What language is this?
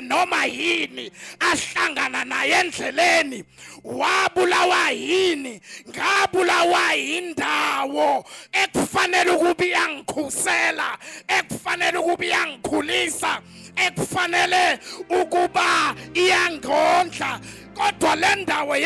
Zulu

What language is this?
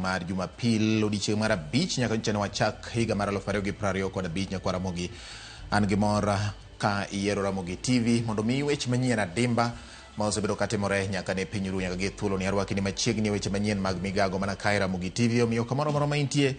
Luo (Kenya and Tanzania)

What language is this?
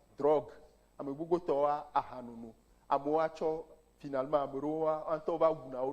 Ewe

